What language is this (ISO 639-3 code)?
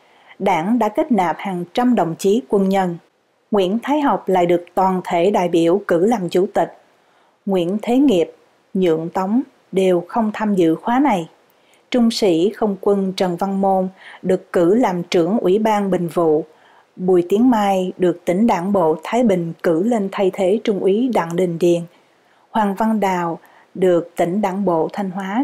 vie